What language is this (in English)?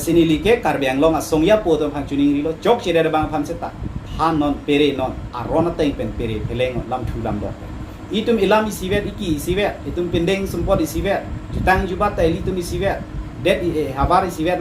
Karbi